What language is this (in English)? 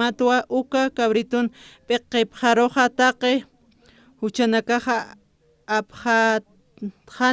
Aymara